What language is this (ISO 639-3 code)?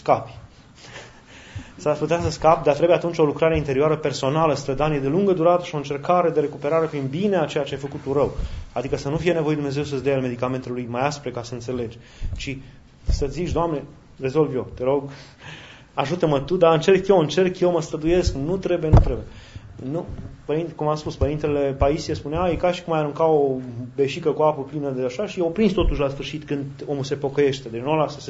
ron